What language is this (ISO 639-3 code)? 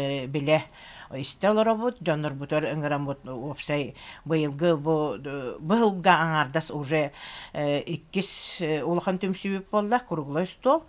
sah